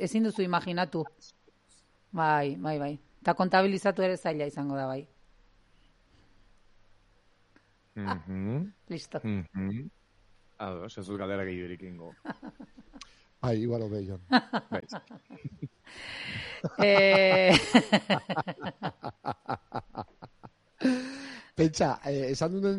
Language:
Basque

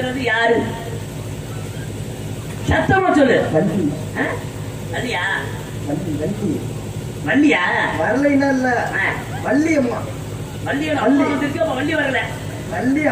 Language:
Tamil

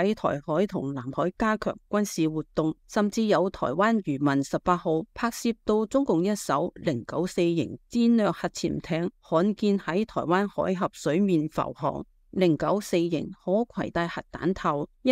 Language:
Cantonese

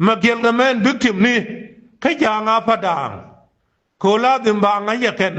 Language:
Nuer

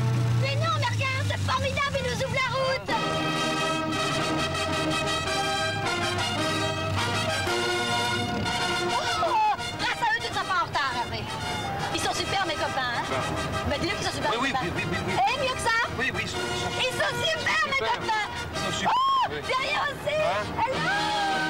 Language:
French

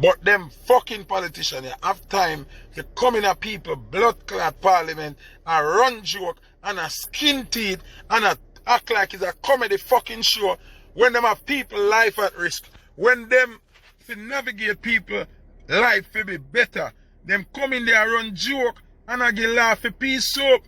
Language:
Jamaican Creole English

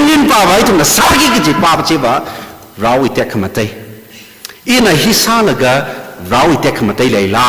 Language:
Tangkhul Naga (India)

